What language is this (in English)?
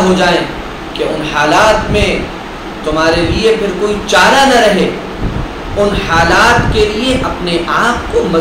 Urdu